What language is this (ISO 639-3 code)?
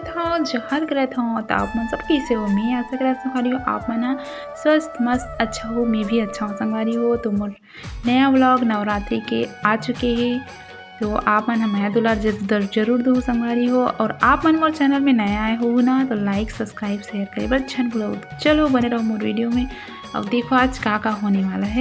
hne